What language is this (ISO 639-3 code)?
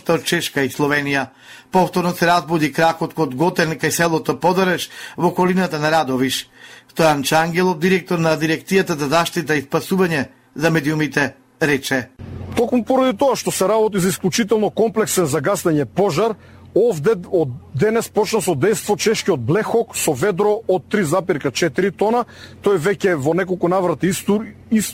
mkd